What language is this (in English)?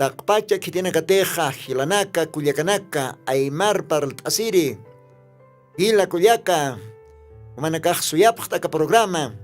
Aymara